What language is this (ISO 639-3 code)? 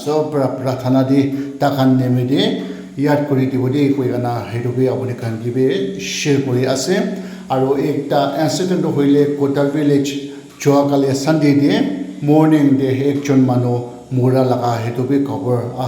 nag